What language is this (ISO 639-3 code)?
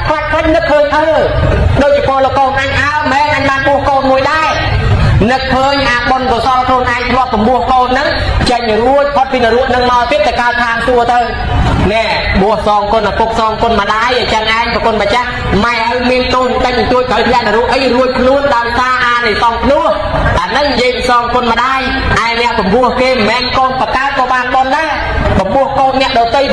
khm